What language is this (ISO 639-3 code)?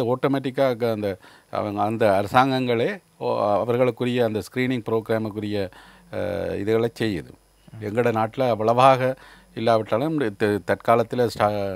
tam